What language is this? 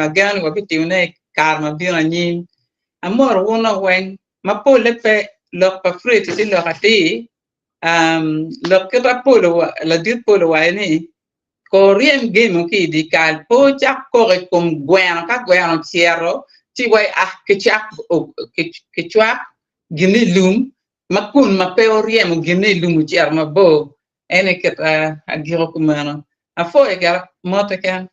Acoli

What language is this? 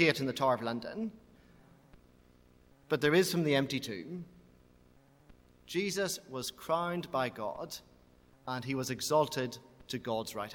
English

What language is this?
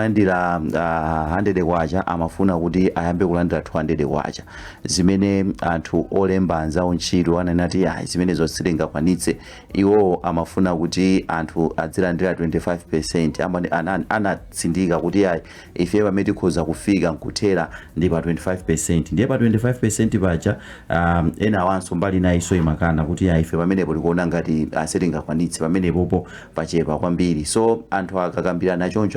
Nyanja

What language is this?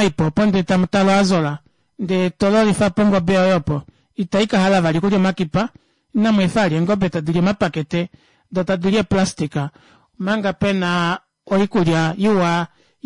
Kuanyama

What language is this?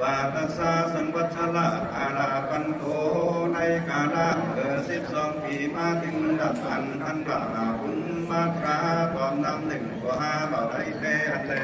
Lü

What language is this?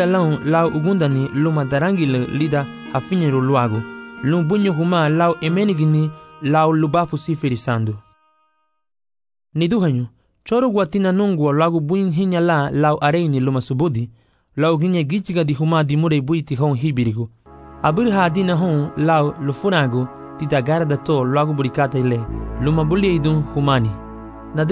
Garifuna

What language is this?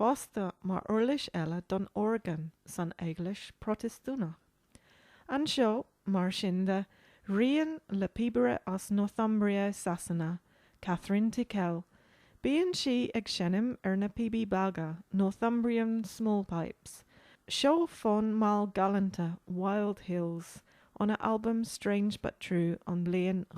Irish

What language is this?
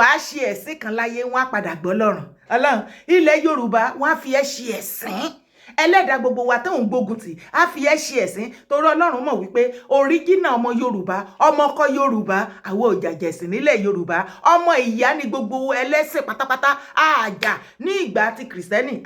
Yoruba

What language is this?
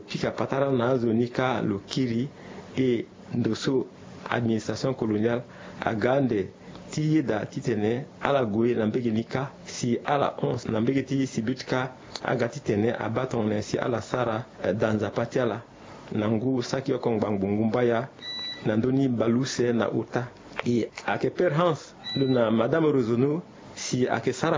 Sango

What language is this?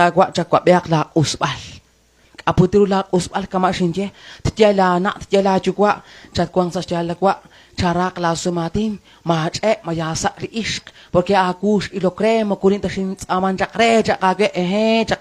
Kekchí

